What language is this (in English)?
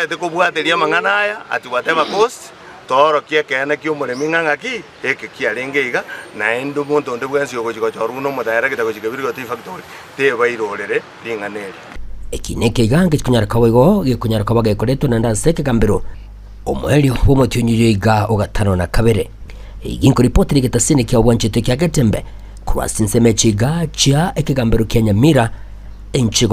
Gusii